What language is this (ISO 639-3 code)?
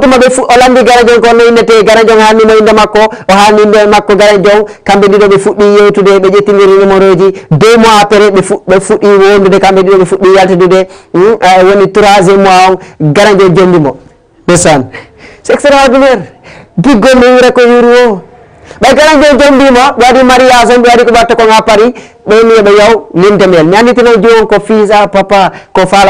ful